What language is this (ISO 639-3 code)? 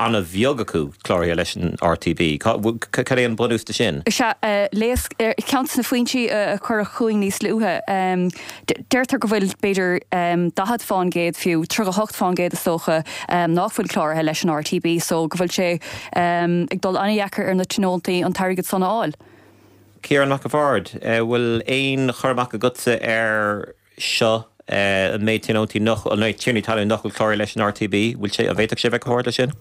gle